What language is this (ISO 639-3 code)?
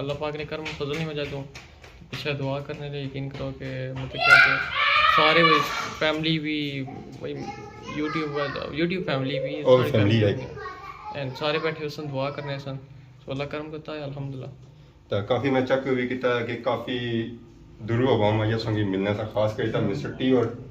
phr